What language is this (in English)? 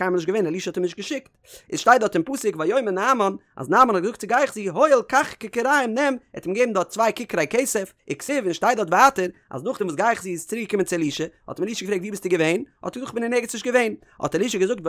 Yiddish